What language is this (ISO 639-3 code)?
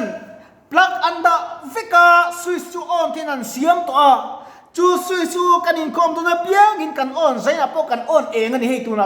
lus